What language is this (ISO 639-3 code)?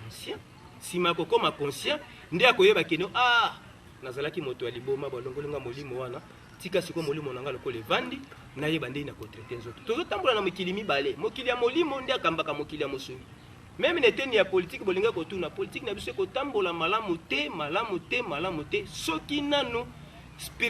lin